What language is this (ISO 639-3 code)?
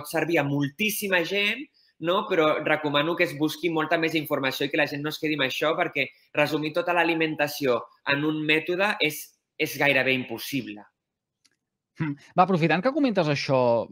cat